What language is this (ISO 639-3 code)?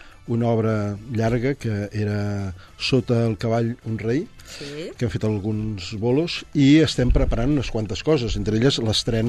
cat